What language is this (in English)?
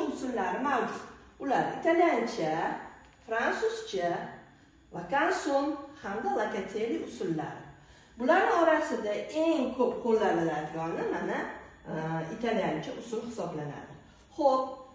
Uzbek